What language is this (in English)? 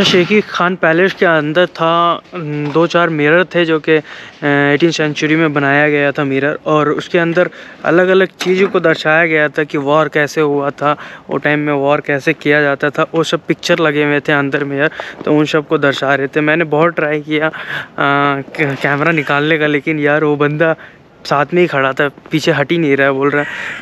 Hindi